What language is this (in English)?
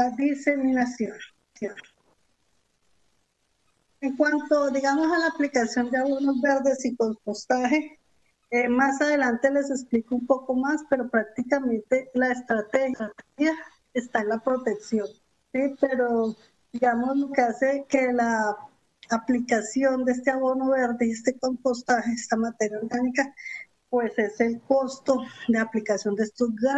Spanish